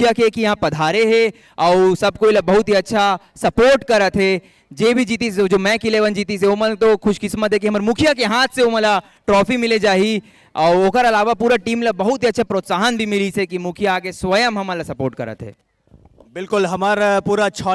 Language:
Chhattisgarhi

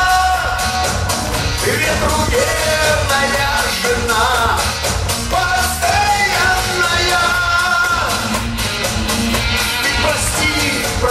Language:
Russian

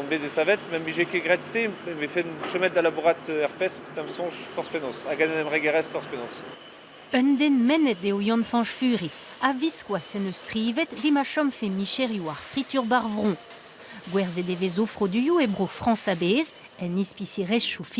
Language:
Breton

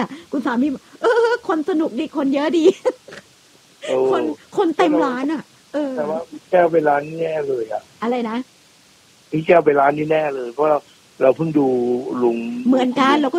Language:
Thai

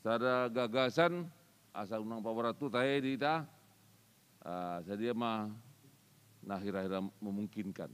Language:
Batak Toba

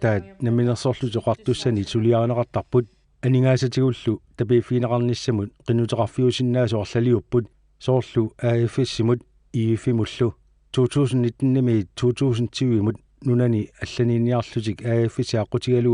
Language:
Kalaallisut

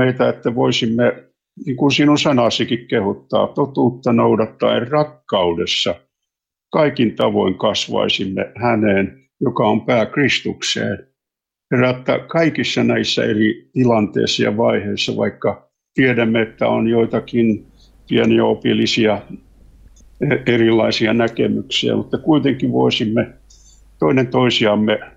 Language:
Finnish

